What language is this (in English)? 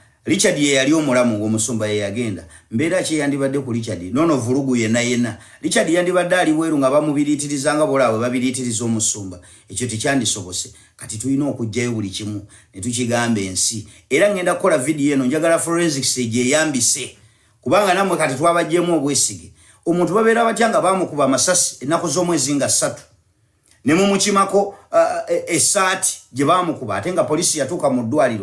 Ganda